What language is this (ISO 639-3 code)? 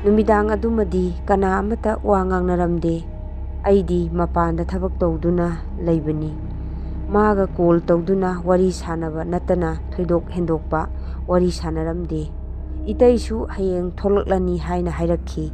mni